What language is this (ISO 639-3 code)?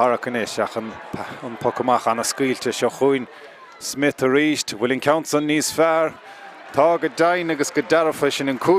gle